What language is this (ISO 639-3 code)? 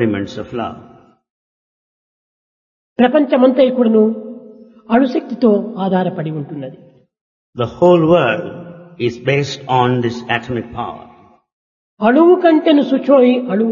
tel